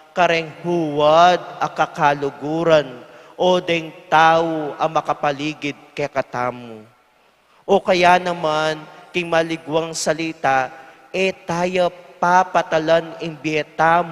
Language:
Pampanga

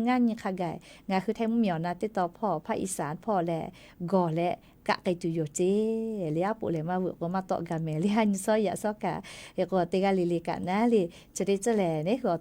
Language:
Lahu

